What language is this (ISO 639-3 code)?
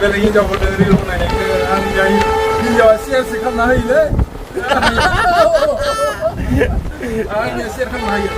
brx